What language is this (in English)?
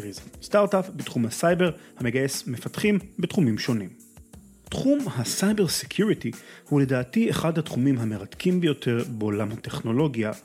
Hebrew